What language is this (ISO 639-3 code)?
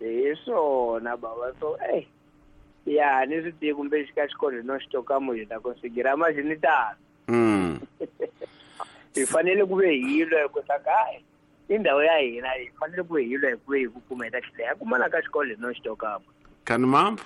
tso